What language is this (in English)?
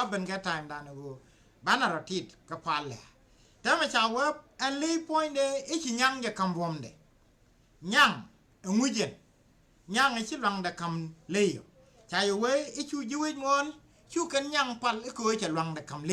Nuer